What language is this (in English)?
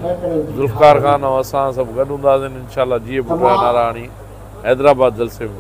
Sindhi